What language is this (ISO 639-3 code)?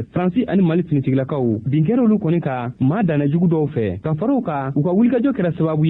bam